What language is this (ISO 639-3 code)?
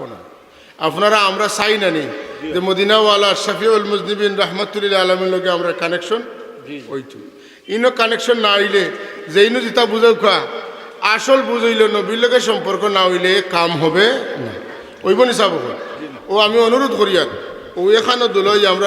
syl